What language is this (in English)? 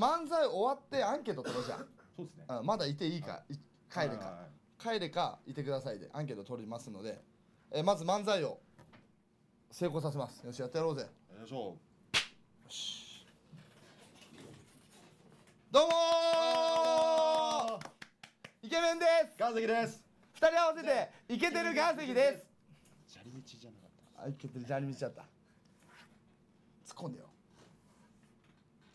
Japanese